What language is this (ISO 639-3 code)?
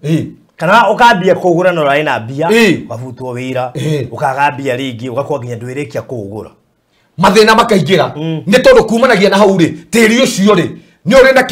kik